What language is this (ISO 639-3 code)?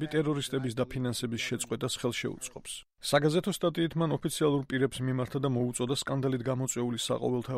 kat